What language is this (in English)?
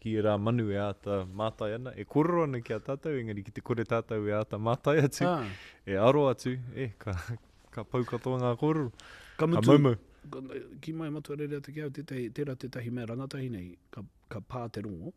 Māori